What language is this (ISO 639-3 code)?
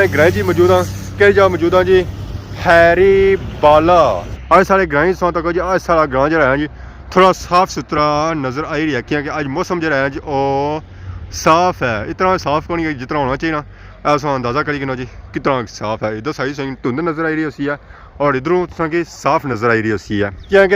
phr